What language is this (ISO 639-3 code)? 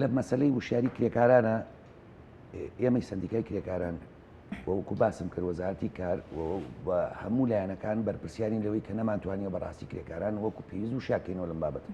ckb